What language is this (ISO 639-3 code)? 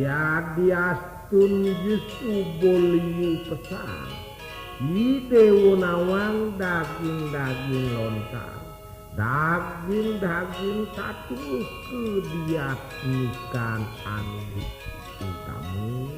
ban